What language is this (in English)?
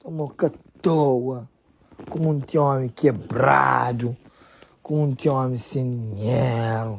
Kabuverdianu